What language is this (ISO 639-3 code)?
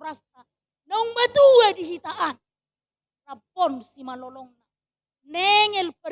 bbc